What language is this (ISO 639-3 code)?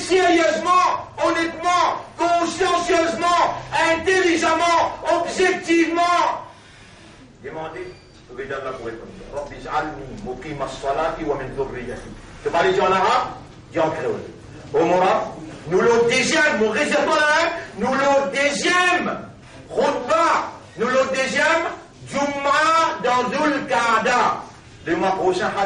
mfe